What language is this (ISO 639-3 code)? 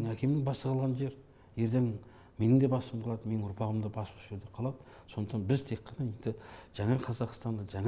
kaz